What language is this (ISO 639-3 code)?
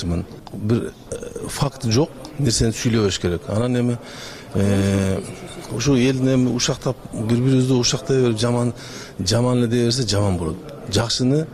kir